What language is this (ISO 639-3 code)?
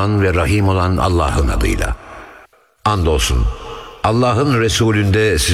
tur